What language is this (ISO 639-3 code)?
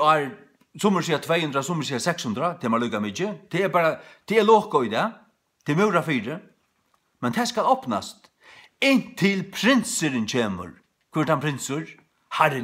fao